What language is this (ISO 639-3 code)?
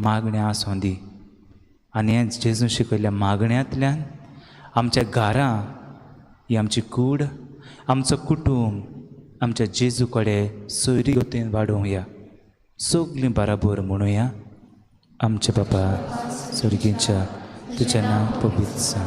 kok